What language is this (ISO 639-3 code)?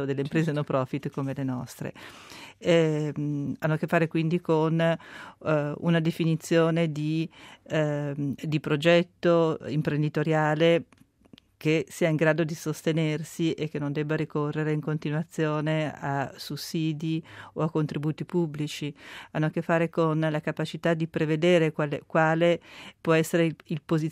ita